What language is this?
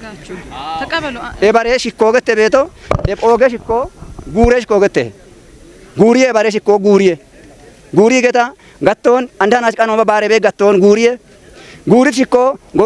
Kafa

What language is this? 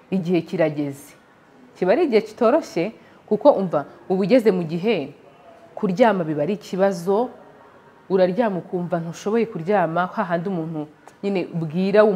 Kinyarwanda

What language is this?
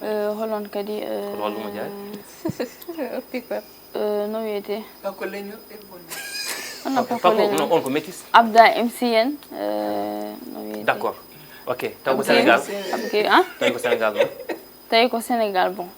Fula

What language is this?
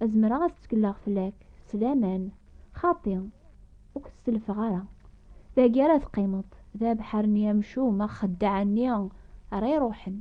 Kabyle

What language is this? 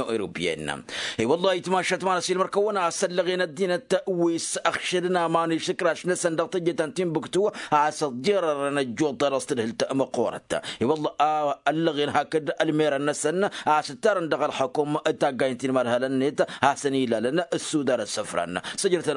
Tamasheq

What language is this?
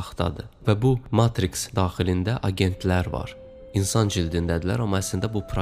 Azerbaijani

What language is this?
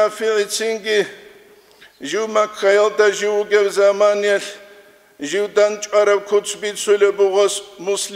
Avaric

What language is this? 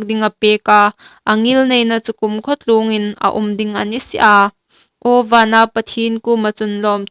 Hmar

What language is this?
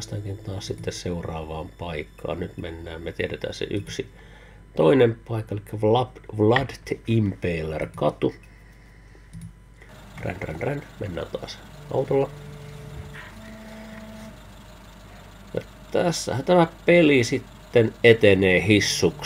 Finnish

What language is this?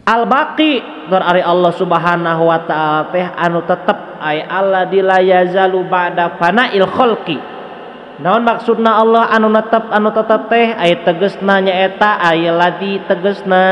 Sundanese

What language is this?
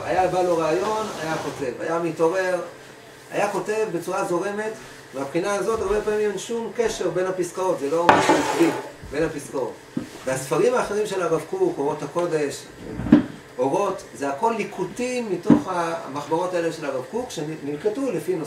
Hebrew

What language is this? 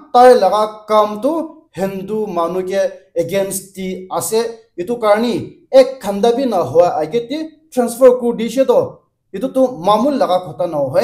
Naga Pidgin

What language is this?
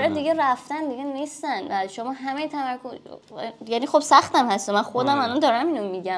Persian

